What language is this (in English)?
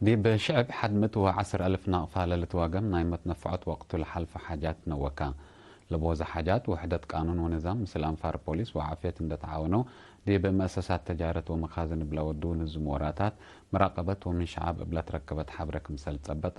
Tigre